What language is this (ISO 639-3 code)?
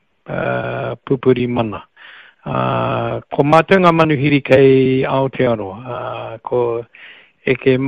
mri